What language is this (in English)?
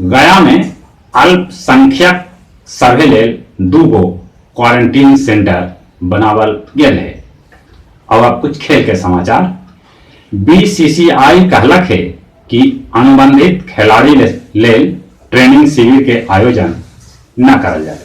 Magahi